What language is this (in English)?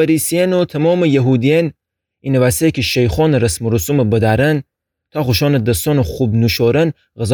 Gilaki